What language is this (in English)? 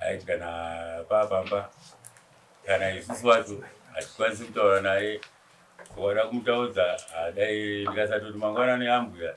Shona